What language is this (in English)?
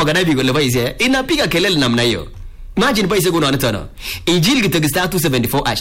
Swahili